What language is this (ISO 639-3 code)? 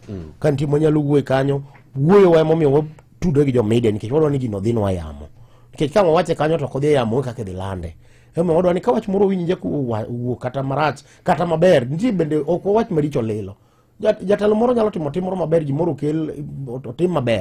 luo